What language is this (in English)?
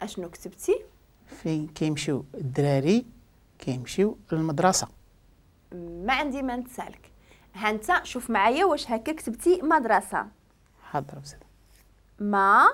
Moroccan Arabic